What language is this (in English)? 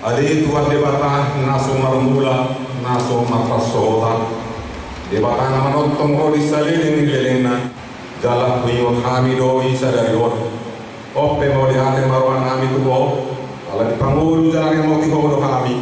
Batak Toba